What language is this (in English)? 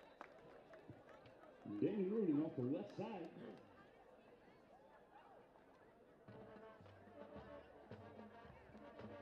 English